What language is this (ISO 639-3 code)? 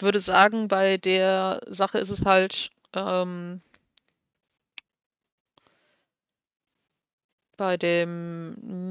deu